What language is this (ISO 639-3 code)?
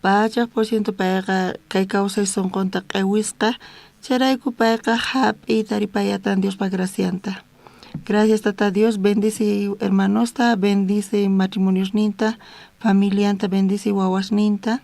quh